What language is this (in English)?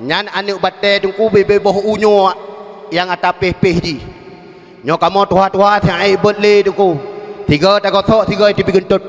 Achinese